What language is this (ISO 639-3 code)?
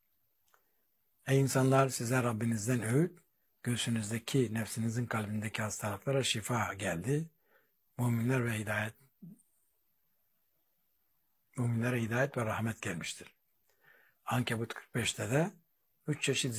tur